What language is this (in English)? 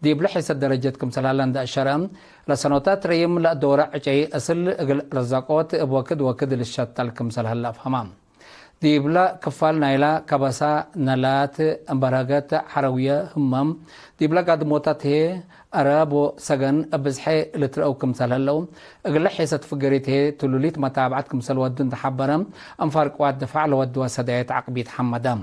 Tigre